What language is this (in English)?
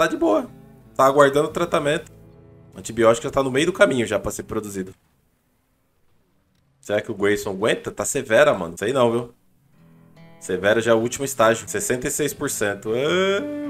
Portuguese